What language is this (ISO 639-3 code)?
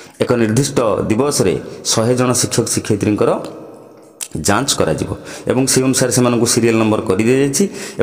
ori